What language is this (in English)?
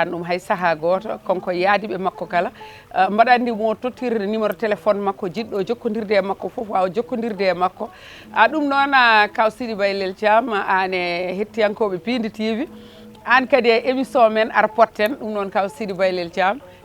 Fula